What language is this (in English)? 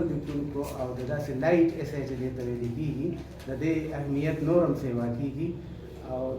Pashto